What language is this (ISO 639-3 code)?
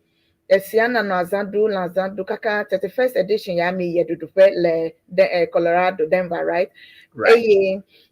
ewe